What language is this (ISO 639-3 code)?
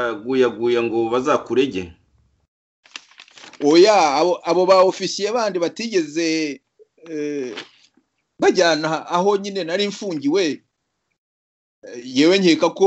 kin